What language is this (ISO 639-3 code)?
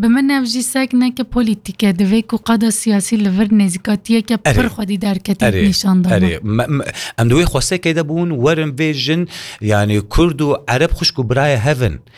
kur